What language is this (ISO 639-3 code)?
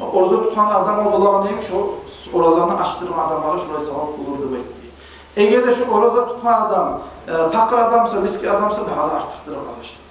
kum